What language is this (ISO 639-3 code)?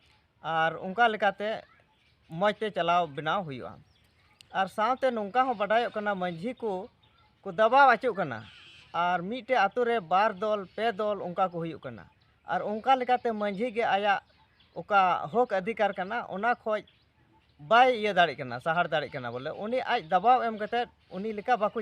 sat